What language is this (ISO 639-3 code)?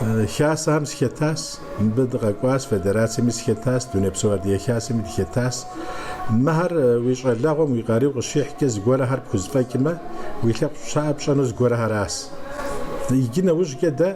kbd